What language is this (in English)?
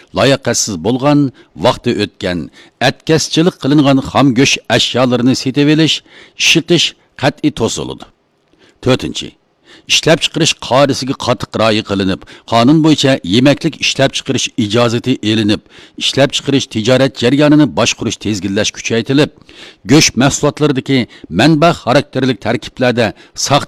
Uyghur